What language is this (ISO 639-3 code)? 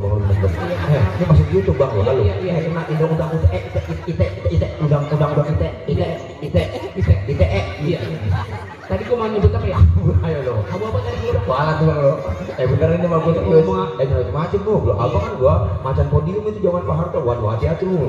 bew